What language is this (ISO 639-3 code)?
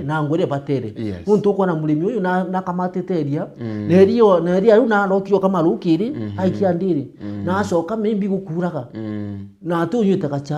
mer